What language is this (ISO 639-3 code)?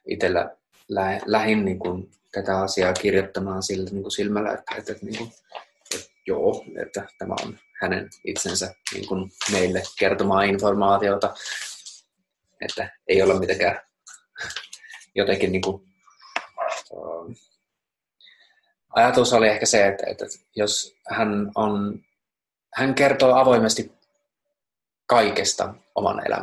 fin